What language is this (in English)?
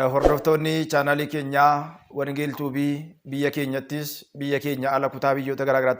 Oromo